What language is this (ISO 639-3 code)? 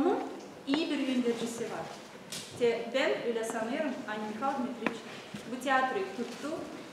gag